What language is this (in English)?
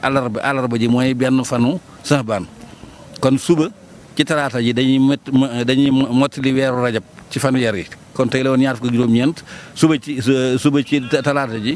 Wolof